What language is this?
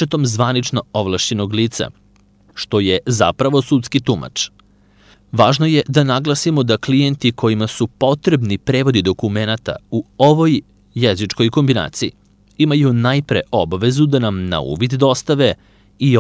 Serbian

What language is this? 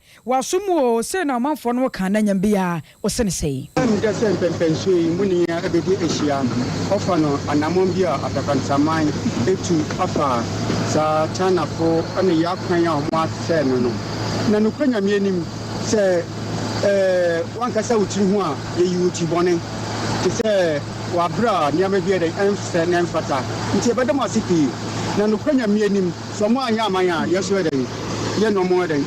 Akan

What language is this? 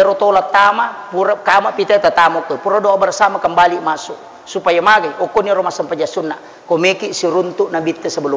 Buginese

